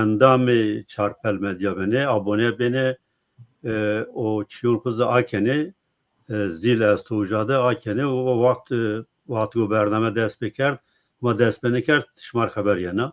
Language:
Zaza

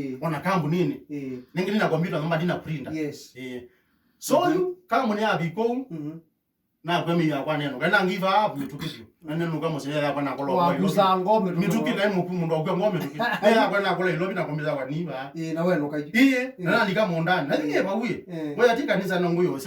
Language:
Kamba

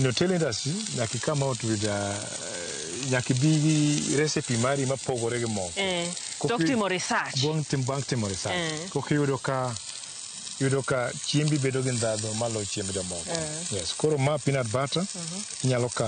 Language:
Luo (Kenya and Tanzania)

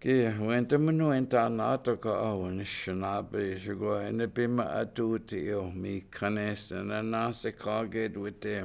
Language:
Chippewa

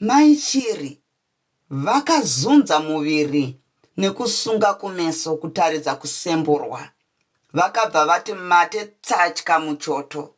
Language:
Shona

